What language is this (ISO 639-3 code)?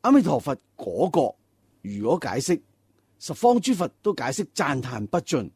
yue